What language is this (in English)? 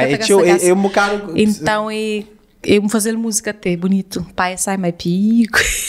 Kabuverdianu